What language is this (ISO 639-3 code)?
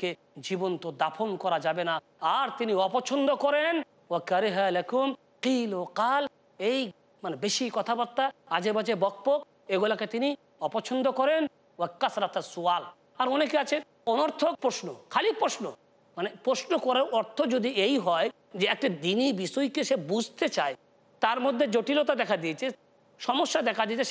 ben